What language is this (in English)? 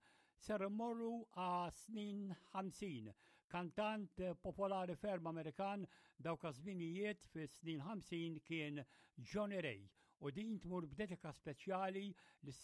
Maltese